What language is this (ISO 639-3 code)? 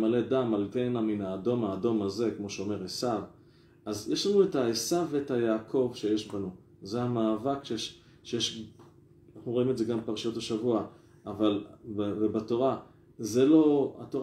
heb